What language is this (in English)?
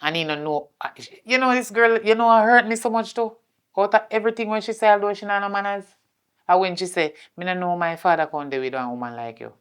Jamaican Creole English